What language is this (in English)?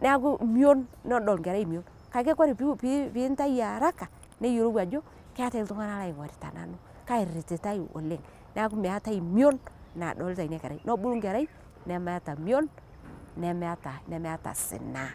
Masai